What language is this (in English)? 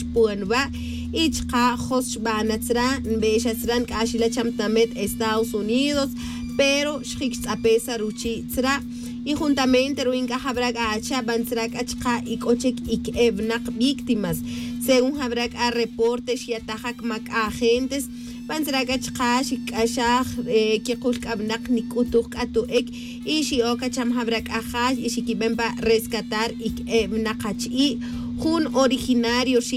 Tz'utujil